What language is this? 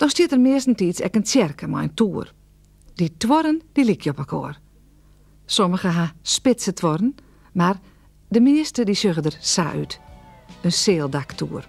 Western Frisian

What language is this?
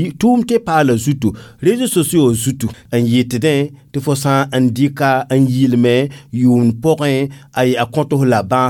Mossi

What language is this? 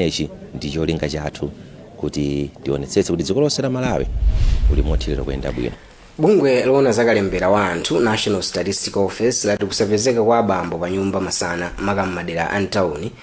Nyanja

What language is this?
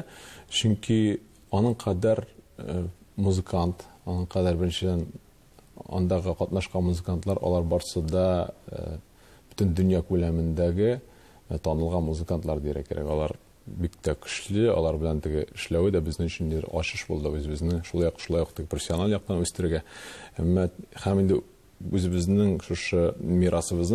Tatar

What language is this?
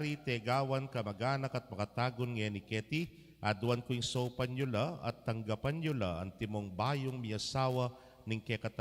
Pampanga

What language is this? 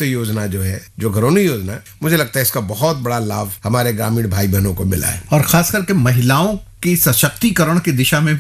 Hindi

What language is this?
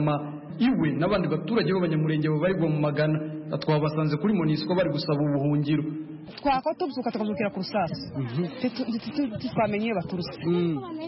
Kinyarwanda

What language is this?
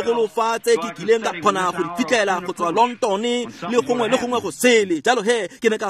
Tswana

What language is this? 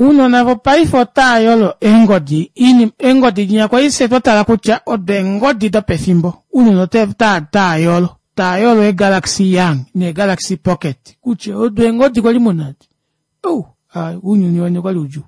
Kuanyama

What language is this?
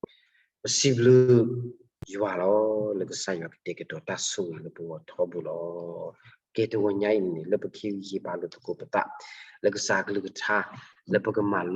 S'gaw Karen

